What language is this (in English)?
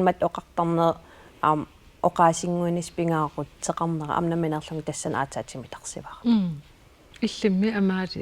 Kalaallisut